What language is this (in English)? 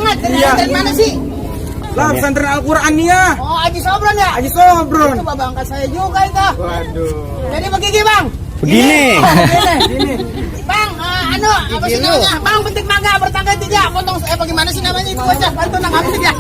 Betawi